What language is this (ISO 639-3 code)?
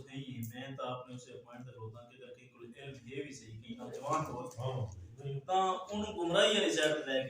skr